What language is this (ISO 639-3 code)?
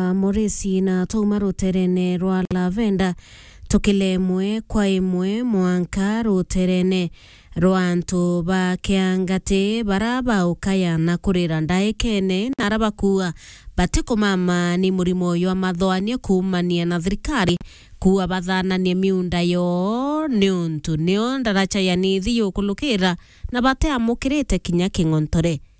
mer